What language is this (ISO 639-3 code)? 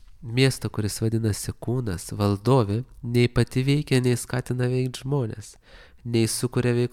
lit